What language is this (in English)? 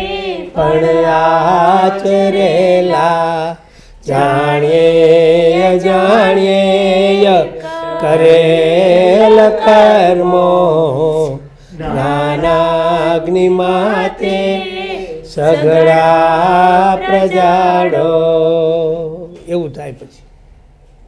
Gujarati